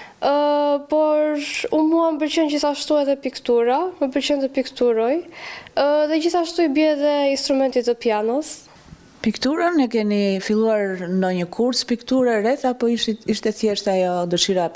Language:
Albanian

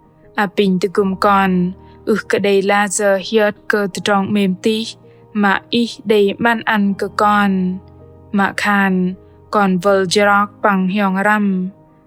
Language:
Bahnar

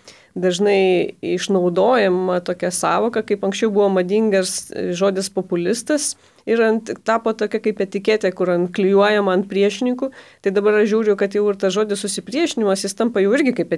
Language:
Lithuanian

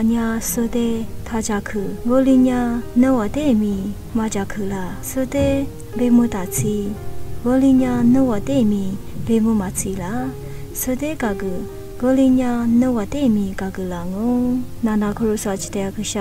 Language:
Lisu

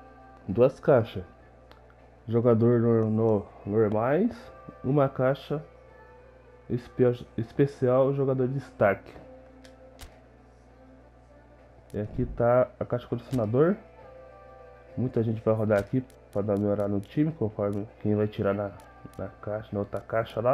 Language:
Portuguese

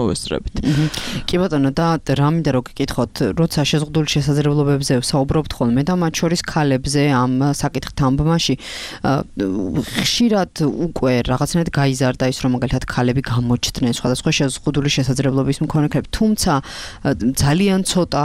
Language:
Georgian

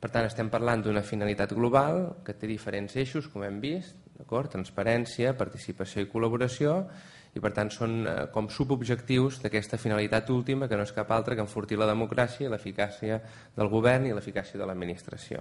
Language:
Catalan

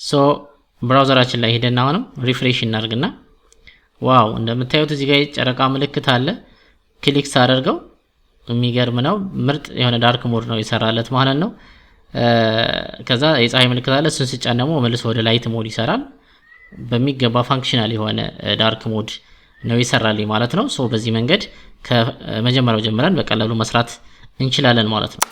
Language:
Amharic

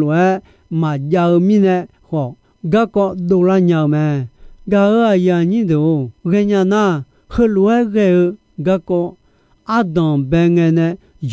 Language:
Akha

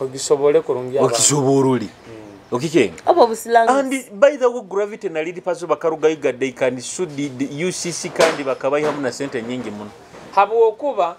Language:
Nyoro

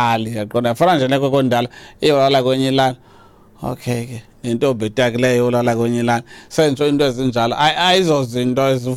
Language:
Xhosa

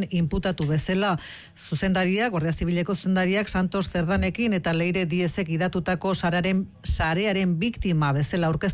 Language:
Basque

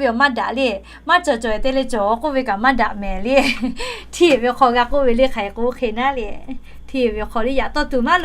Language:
Lahu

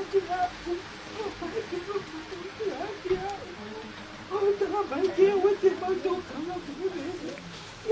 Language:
Tongan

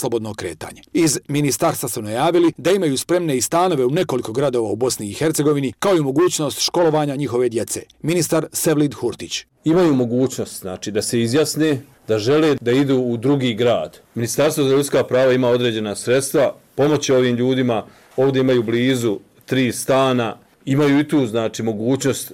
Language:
Bosnian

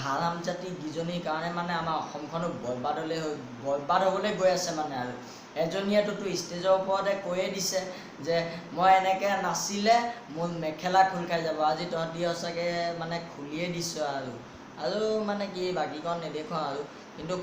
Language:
Assamese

